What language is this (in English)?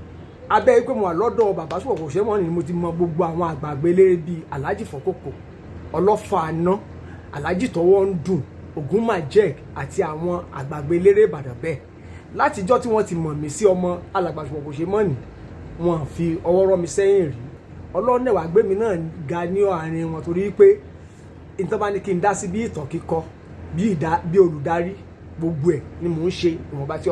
Yoruba